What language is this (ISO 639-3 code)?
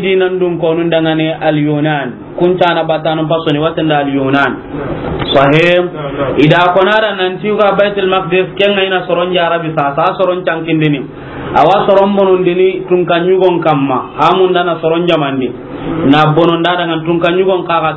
snk